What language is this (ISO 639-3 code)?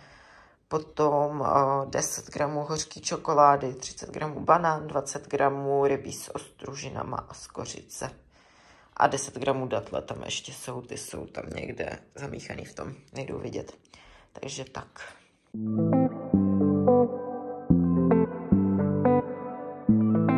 ces